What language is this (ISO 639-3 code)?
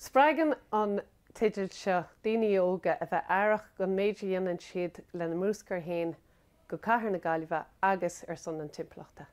gle